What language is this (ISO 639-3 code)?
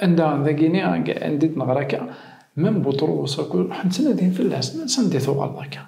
kab